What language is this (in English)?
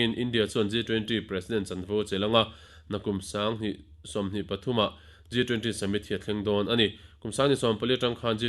Mizo